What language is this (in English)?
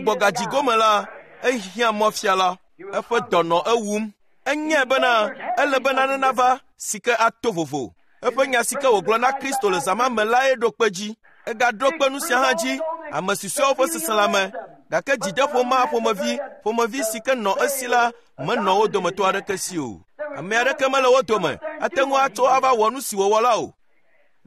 Ewe